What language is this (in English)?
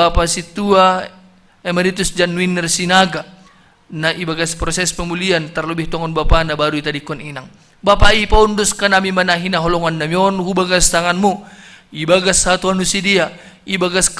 Batak Simalungun